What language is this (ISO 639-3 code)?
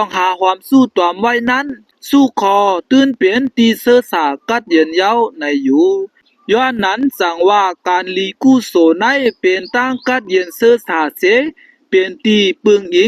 shn